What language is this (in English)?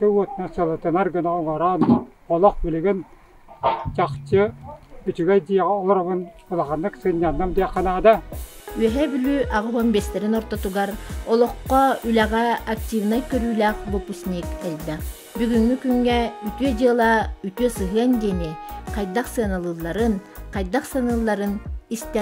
Yakut